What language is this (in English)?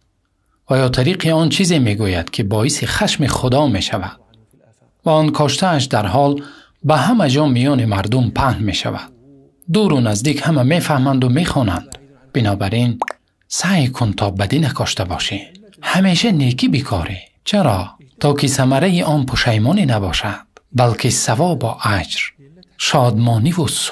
Tajik